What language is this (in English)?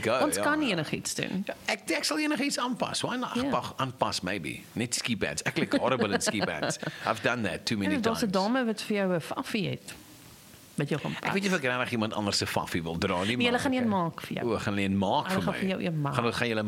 Afrikaans